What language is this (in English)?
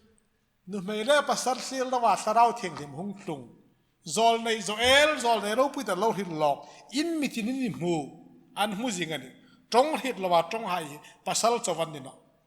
Hmar